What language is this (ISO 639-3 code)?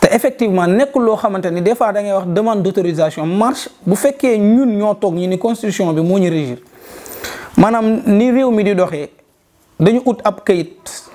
wol